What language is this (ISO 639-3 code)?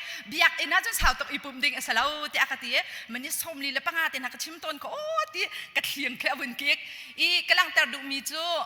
cnh